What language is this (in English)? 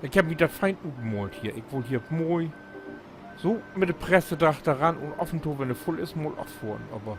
Low German